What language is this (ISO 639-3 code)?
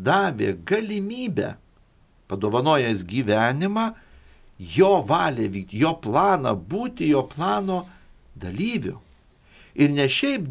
lit